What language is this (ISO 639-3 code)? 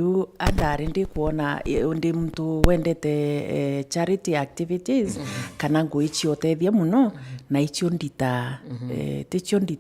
mer